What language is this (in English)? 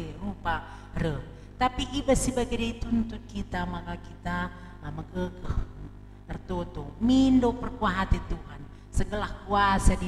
Batak Karo